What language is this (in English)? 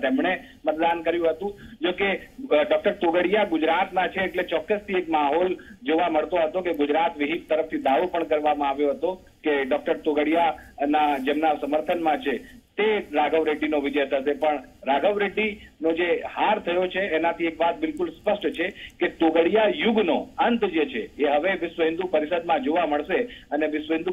Gujarati